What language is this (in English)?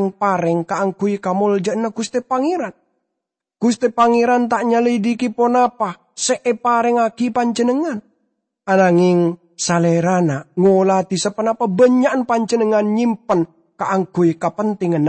Madurese